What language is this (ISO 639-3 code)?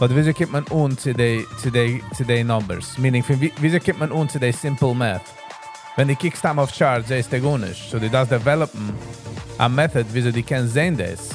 yid